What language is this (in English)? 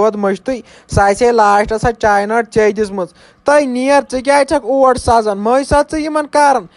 Kashmiri